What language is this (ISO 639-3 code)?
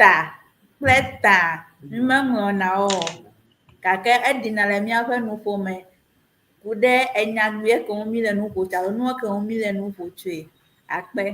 ewe